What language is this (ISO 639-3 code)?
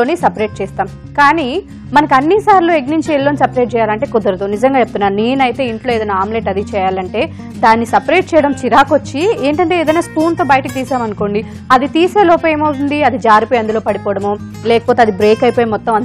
tel